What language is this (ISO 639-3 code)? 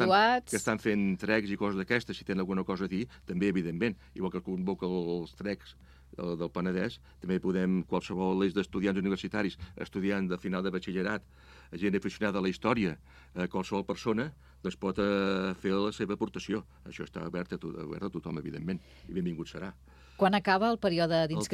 cat